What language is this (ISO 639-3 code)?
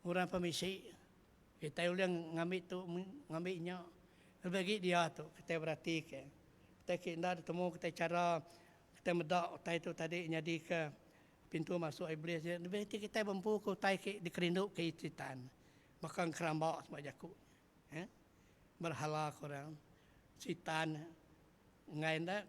iba